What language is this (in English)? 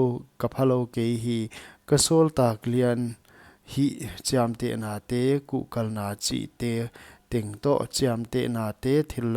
Paite Chin